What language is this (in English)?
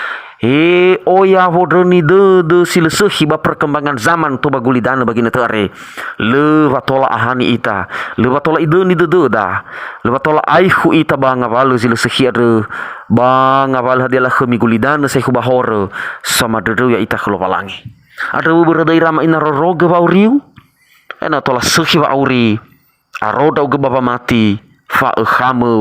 Nias